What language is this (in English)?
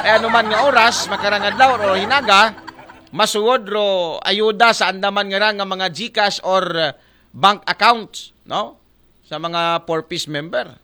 Aklanon